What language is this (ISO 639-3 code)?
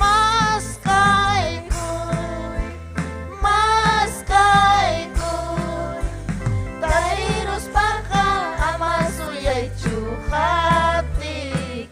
quy